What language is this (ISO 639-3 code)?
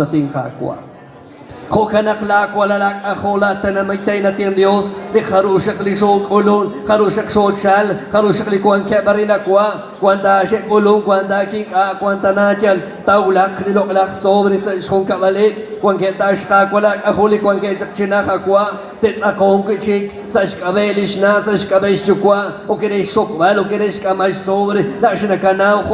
kek